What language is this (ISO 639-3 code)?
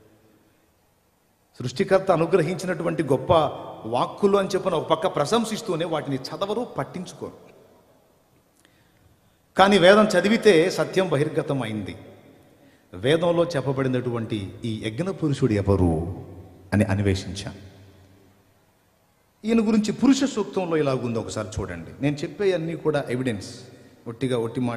tel